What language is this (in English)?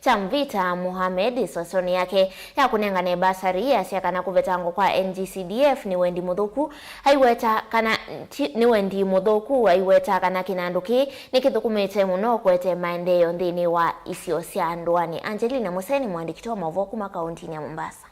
Kamba